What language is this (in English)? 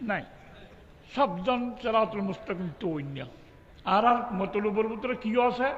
Rohingya